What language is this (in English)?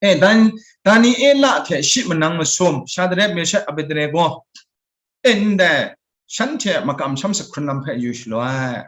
Kachin